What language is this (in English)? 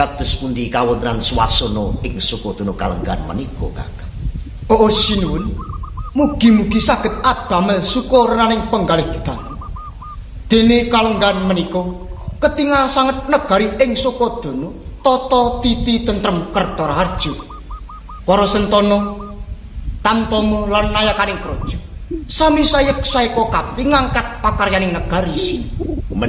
Javanese